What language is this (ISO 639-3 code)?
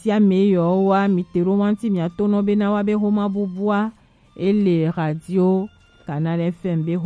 gej